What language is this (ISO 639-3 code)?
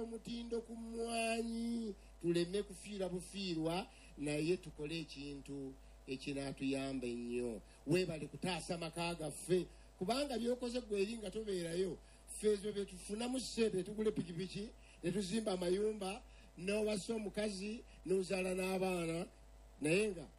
lug